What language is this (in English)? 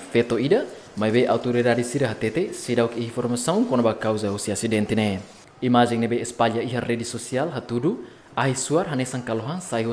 Tetum